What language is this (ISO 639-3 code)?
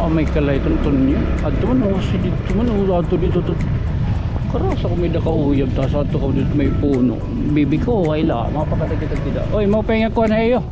war